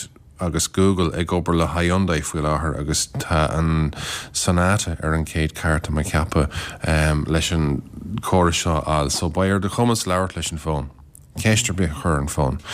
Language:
Irish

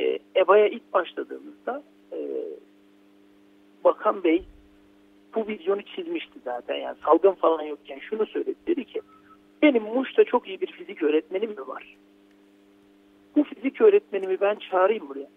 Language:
Turkish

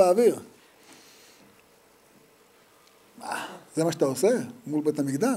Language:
Hebrew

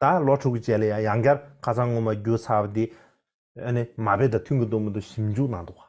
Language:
Tibetan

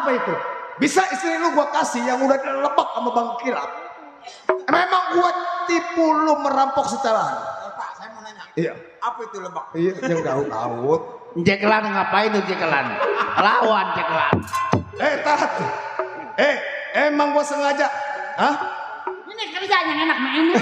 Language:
Betawi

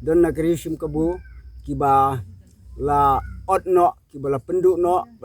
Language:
Khasi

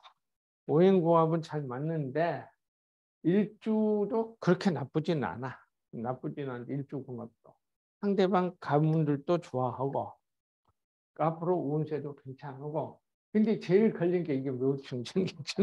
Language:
Korean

